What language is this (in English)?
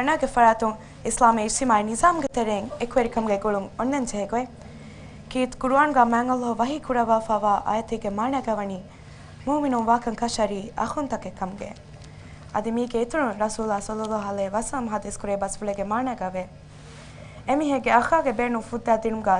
Divehi